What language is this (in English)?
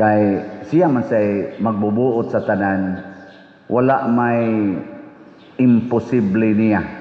Cebuano